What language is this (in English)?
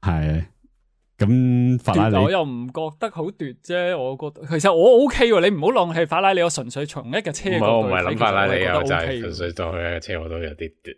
Cantonese